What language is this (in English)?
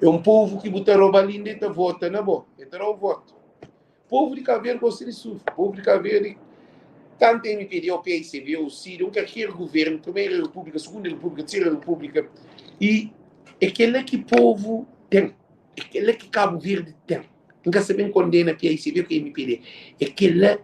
Kabuverdianu